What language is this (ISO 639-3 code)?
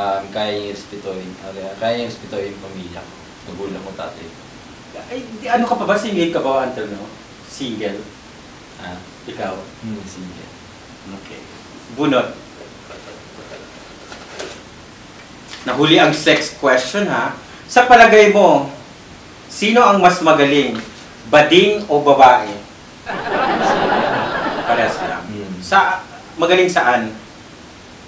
fil